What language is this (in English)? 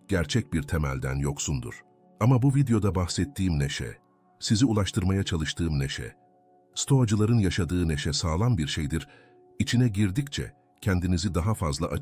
Turkish